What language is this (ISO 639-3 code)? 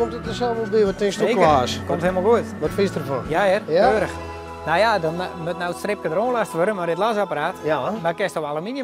fry